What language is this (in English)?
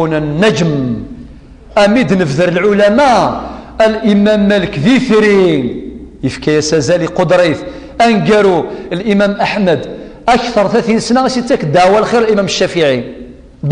Kabyle